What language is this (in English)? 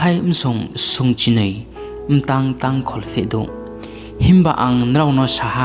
Riang (India)